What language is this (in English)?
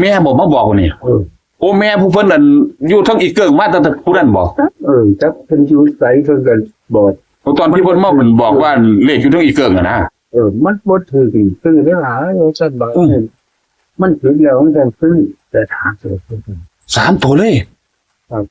Northeastern Thai